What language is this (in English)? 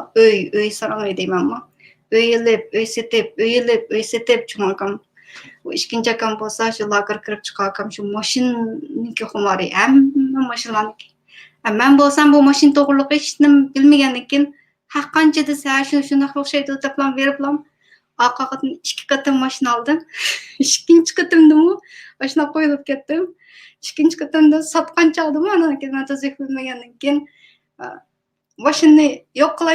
Uyghur